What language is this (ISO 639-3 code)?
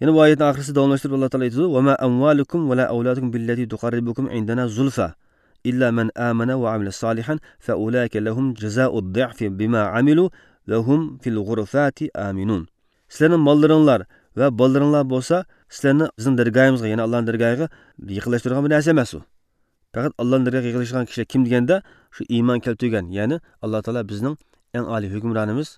uig